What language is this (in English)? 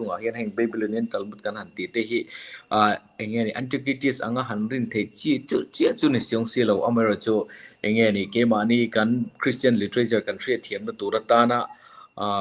Mizo